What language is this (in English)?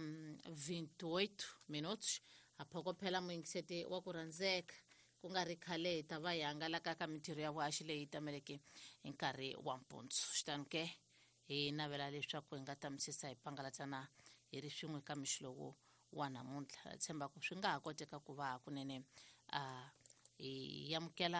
Tsonga